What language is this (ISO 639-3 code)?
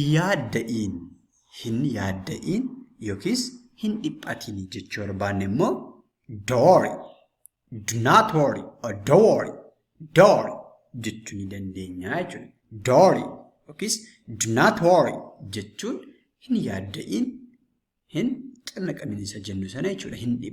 orm